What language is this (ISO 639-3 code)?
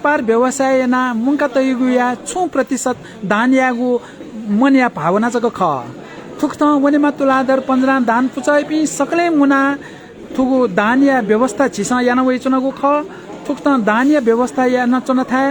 new